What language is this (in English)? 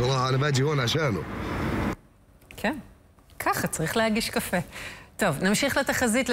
Hebrew